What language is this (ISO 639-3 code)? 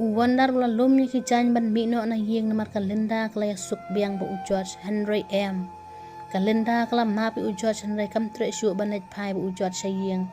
kha